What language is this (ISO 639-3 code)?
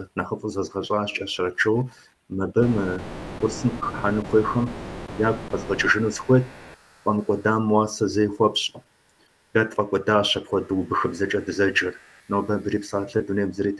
kbd